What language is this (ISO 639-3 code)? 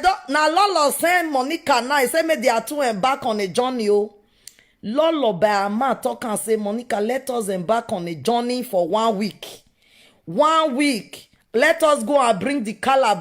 pcm